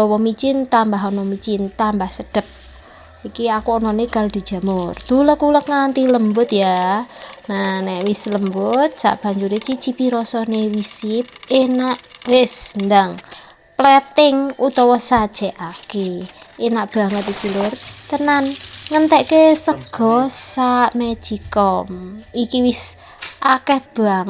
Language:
Javanese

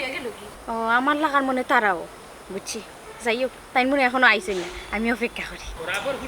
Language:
Sylheti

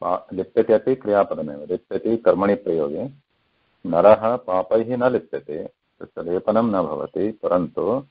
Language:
Sanskrit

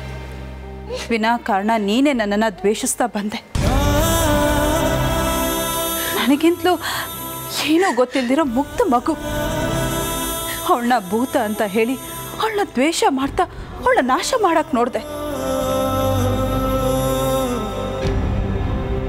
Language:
Kannada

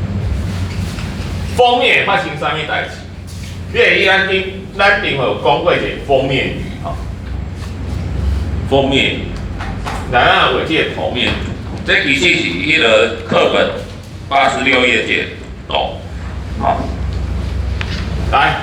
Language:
Min Nan Chinese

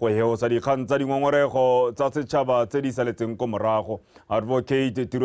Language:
Tswana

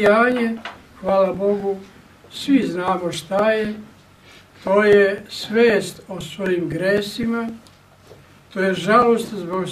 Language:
Serbian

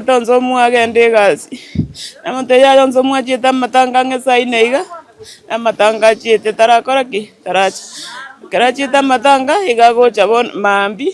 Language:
Gusii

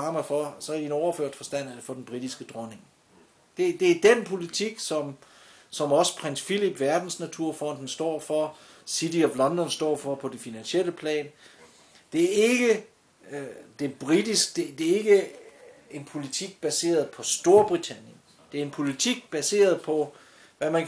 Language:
Danish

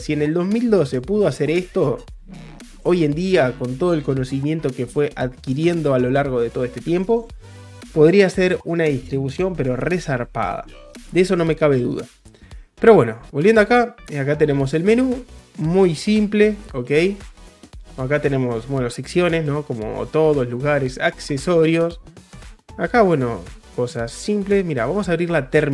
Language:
Spanish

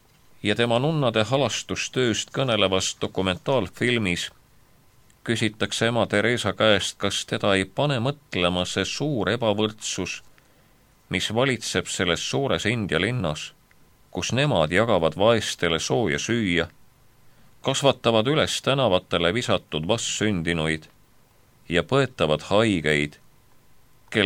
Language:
Estonian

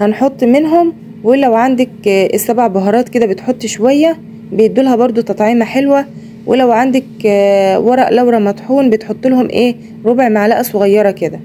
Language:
Egyptian Arabic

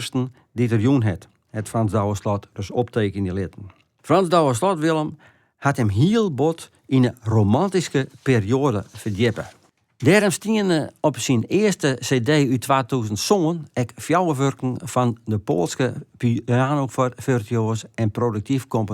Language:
Western Frisian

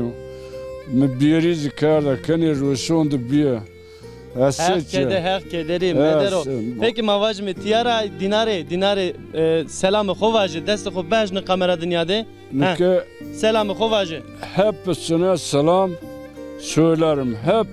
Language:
Zaza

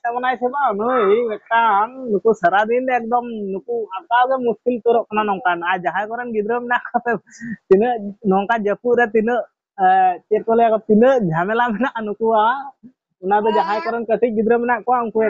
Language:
Santali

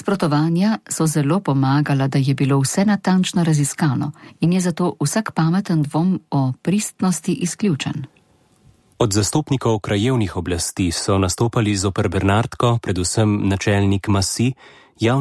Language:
Slovenian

